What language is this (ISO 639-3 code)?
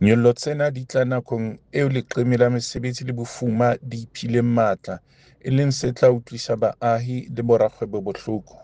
sot